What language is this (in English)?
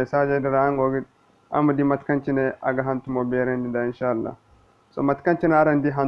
Zarma